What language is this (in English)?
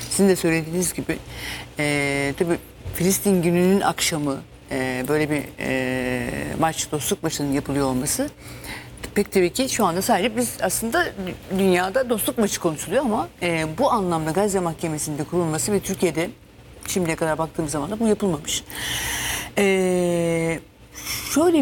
Turkish